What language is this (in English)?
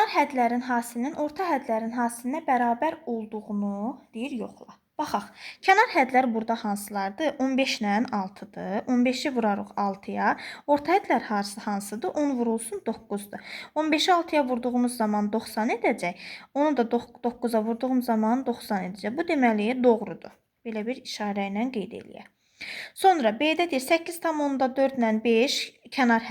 Azerbaijani